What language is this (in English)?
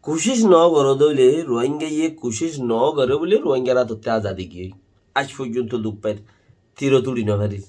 Rohingya